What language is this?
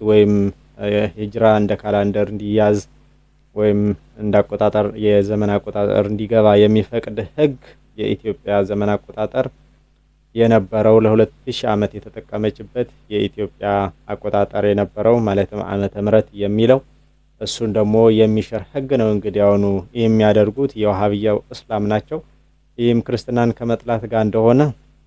Amharic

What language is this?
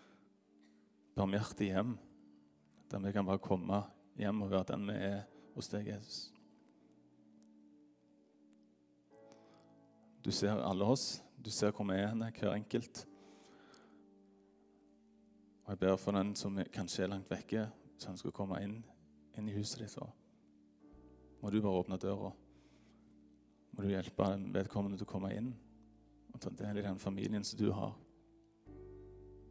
Norwegian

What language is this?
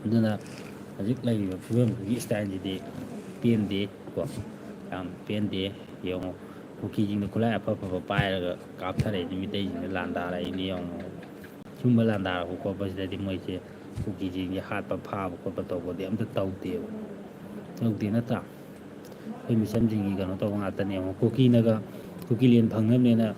Manipuri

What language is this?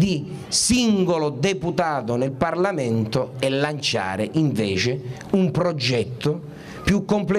Italian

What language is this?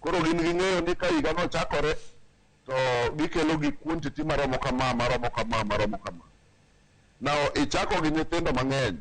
Luo (Kenya and Tanzania)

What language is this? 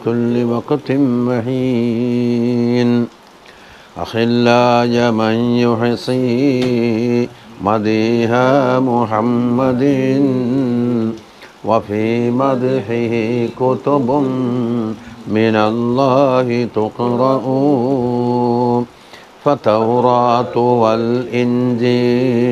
Malayalam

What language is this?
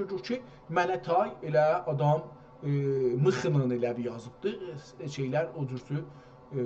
South Azerbaijani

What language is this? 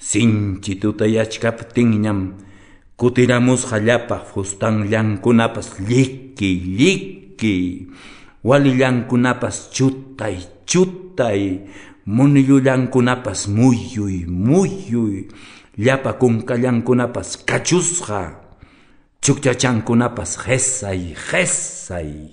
Ayacucho Quechua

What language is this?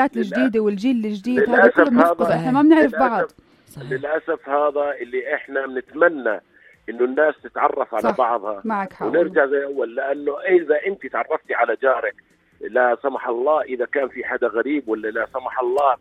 North Levantine Arabic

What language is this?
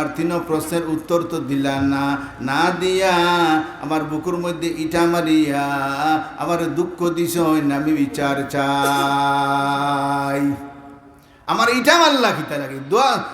Sylheti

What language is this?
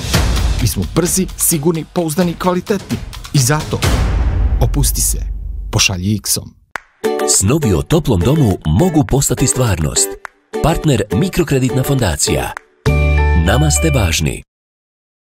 Bosnian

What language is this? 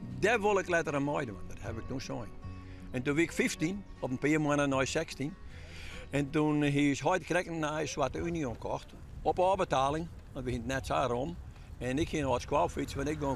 Western Frisian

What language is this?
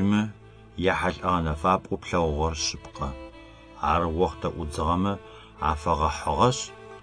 Adyghe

